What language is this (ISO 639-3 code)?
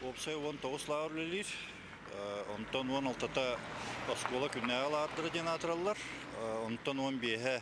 sah